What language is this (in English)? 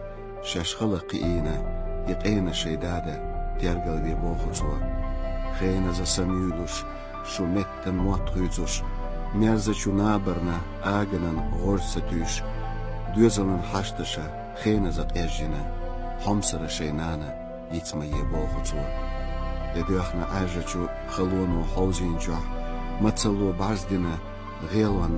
Chechen